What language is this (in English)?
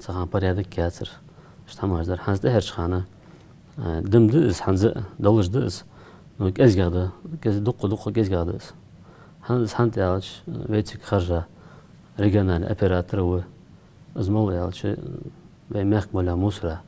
Ingush